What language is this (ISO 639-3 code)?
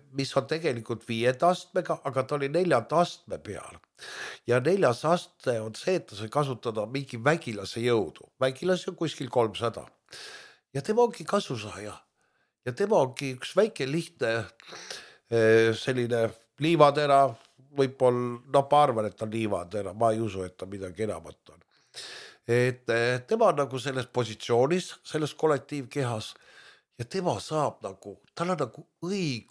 est